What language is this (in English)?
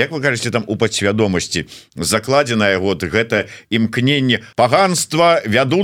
Belarusian